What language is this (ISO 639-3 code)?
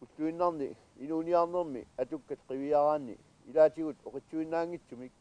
kal